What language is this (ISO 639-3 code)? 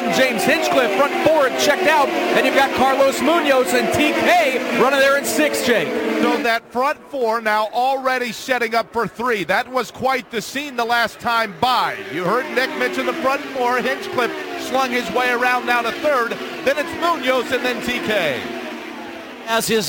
eng